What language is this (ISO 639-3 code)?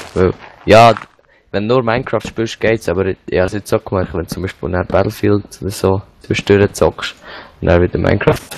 gsw